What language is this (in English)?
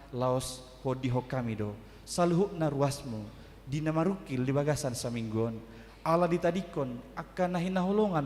Batak Toba